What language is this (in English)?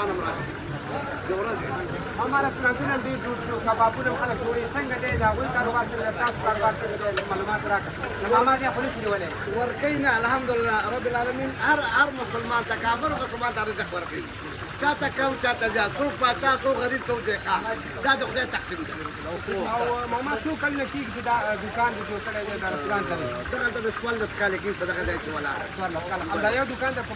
Pashto